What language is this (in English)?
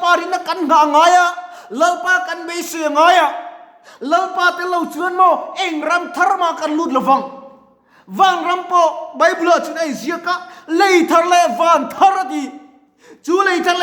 Mizo